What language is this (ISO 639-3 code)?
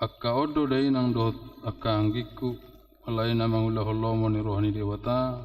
bbc